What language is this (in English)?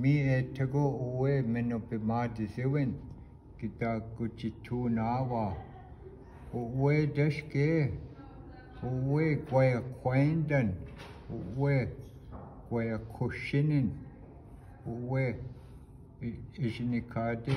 Chippewa